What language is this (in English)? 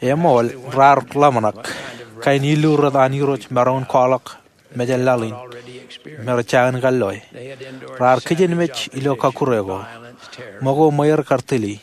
Marshallese